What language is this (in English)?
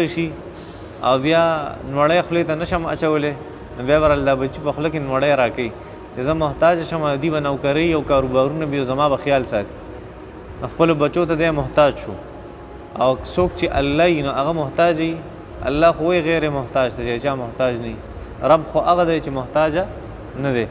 Pashto